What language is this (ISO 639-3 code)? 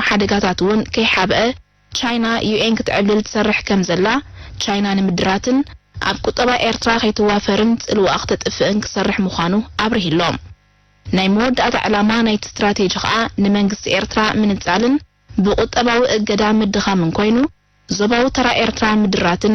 tir